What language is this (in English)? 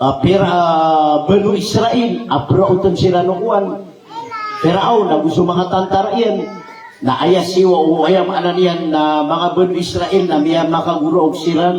Maranao